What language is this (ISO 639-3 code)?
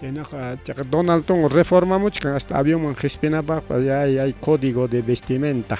quy